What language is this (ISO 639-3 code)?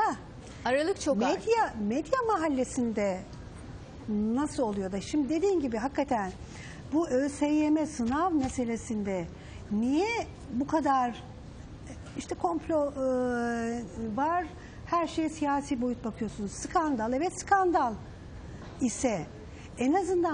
tur